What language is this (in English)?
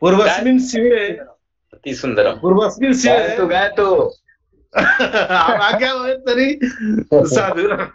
Sanskrit